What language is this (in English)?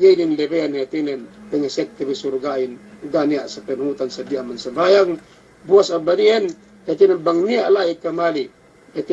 Yakan